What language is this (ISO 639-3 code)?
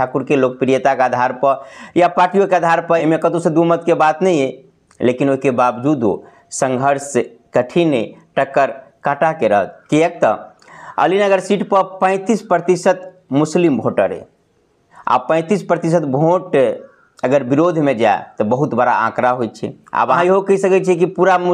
mai